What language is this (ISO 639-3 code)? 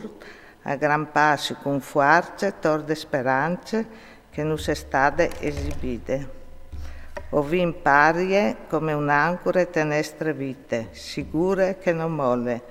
fur